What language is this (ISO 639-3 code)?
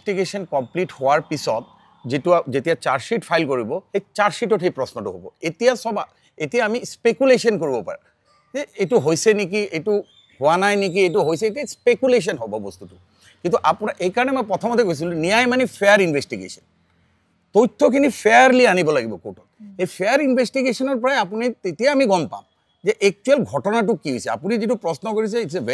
asm